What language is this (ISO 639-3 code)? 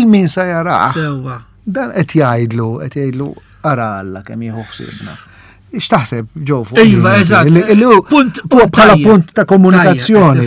mlt